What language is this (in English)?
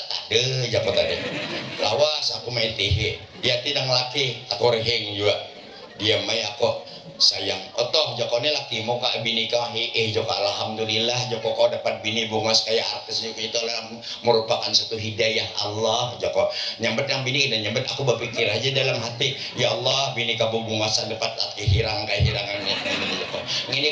Banjar